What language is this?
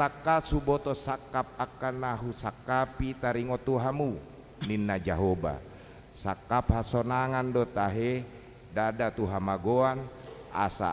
Batak Toba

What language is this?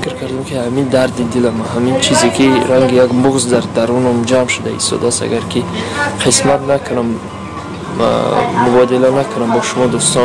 Tajik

